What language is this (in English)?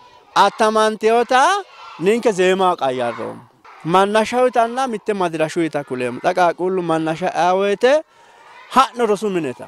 Sidamo